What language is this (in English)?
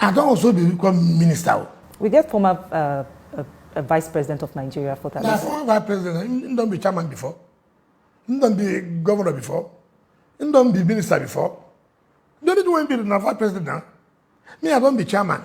Nigerian Pidgin